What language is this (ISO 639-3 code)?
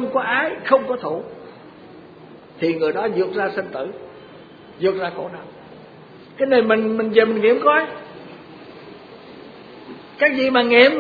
vie